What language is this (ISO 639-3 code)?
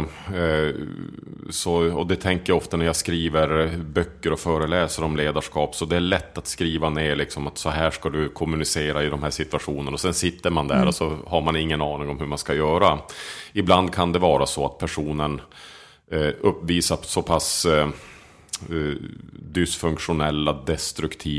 swe